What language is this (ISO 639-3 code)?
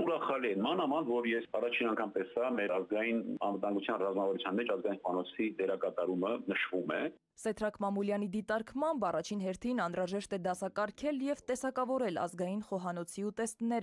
hye